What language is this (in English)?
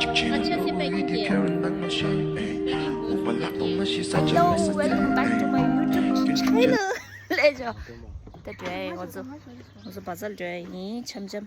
Tibetan